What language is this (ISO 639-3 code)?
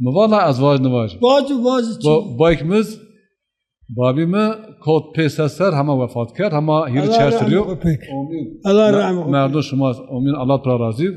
zza